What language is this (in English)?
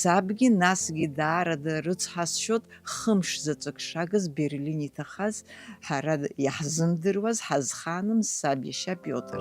Abkhazian